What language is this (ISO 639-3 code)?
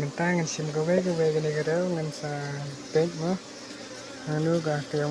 kha